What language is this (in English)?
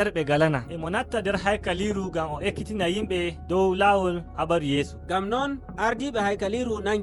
Nigerian Fulfulde